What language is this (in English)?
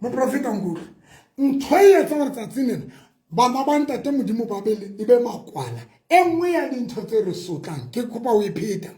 Southern Sotho